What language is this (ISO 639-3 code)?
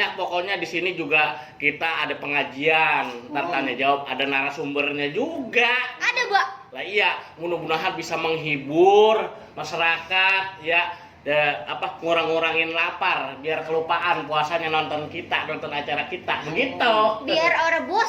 bew